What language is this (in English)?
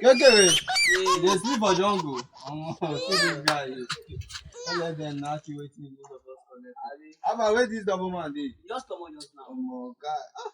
Nigerian Pidgin